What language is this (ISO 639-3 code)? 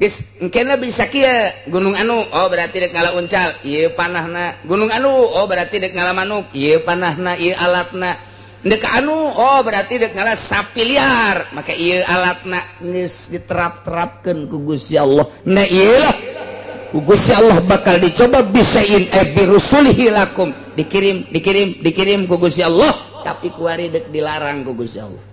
sun